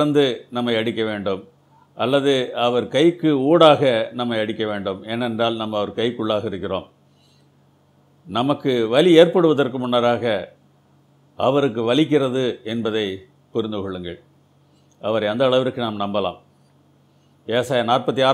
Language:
Tamil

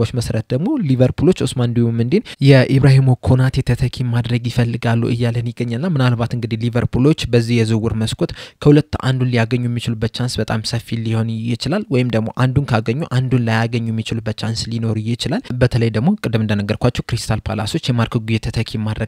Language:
Amharic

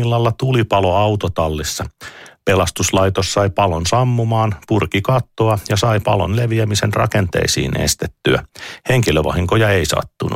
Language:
Finnish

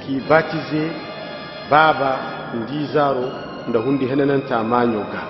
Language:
Koyraboro Senni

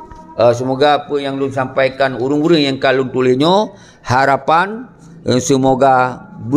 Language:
Achinese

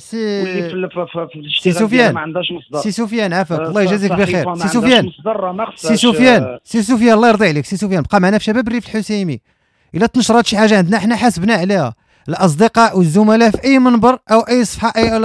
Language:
Moroccan Arabic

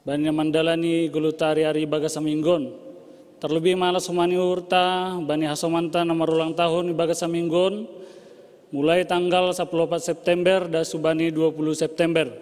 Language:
Batak Simalungun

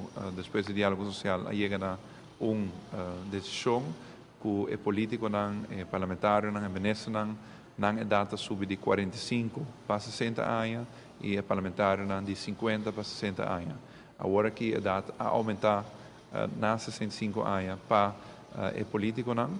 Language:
Papiamento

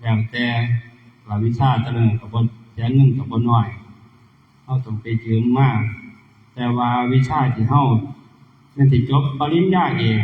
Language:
Northeastern Thai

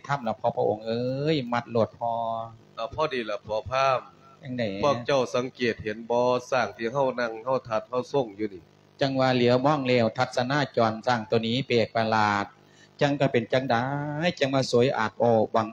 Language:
Lao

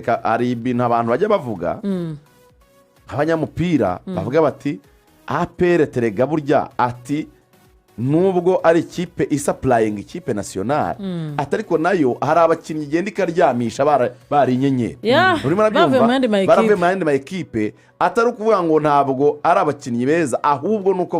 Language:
Kinyarwanda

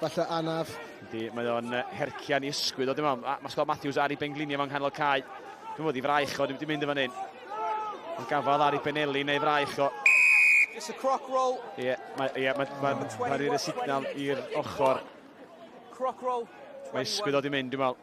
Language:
Welsh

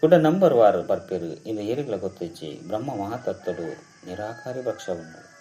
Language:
Tulu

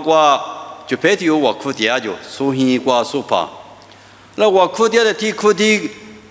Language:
Lisu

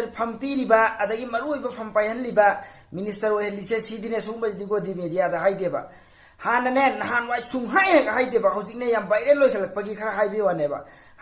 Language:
Manipuri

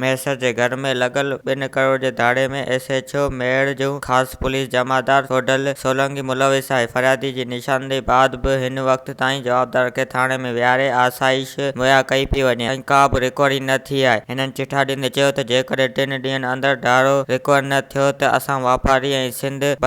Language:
Sindhi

